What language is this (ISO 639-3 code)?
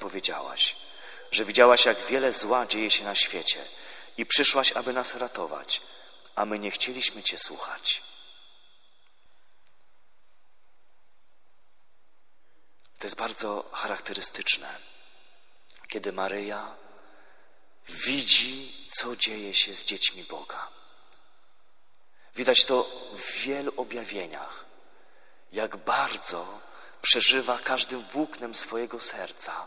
pol